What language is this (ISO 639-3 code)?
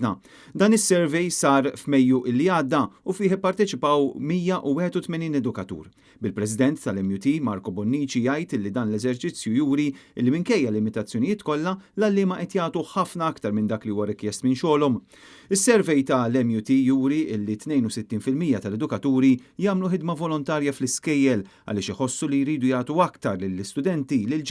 mlt